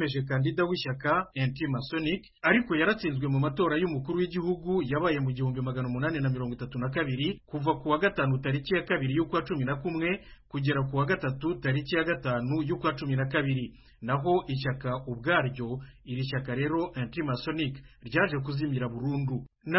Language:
Kinyarwanda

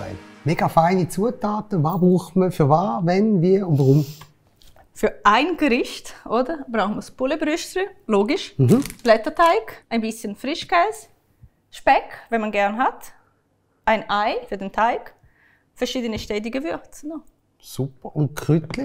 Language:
Swiss German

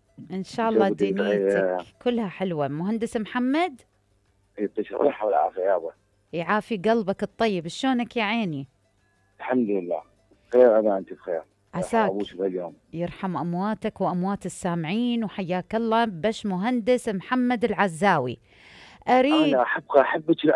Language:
Mesopotamian Arabic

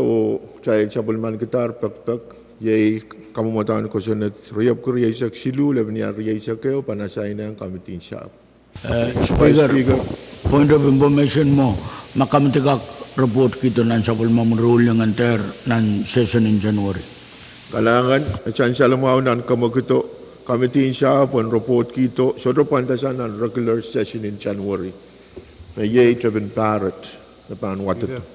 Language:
Pohnpeian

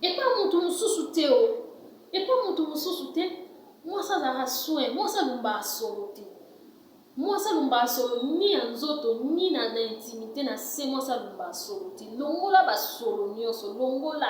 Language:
Lingala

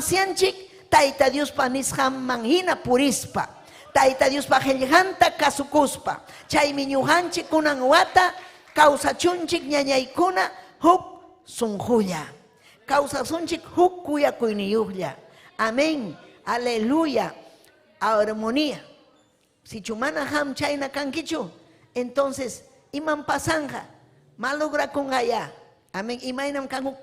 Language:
Ayacucho Quechua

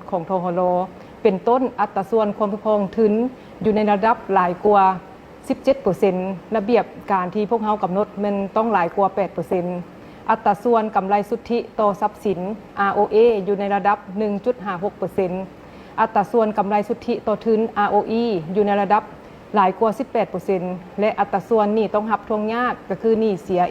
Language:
Lao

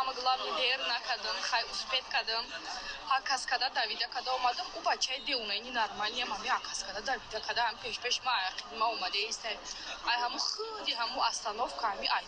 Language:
Tajik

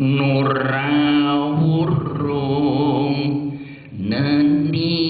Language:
Javanese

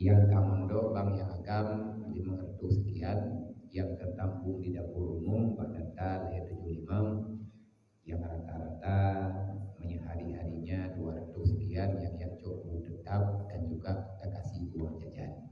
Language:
Achinese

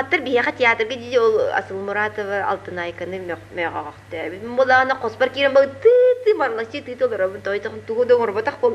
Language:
Yakut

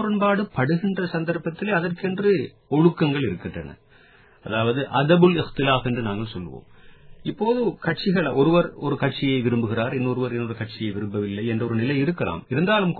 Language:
Tamil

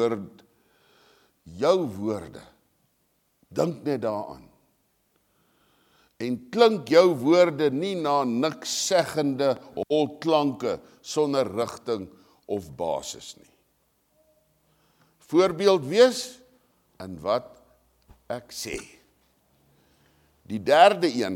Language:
Afrikaans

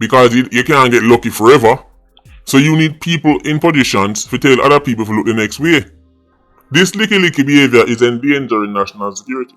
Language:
Jamaican Creole English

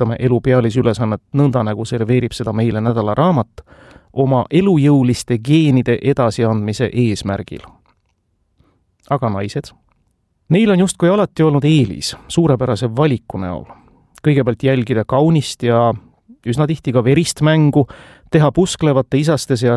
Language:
Estonian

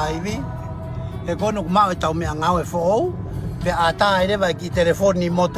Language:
Tongan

